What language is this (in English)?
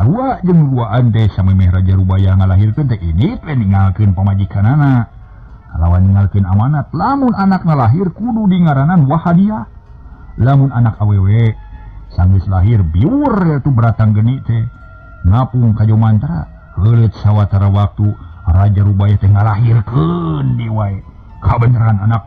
Sundanese